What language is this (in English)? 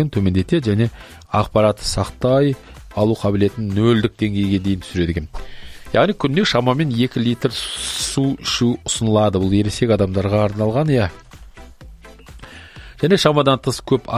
Kazakh